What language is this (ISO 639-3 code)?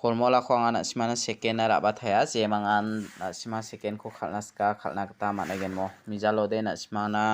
grt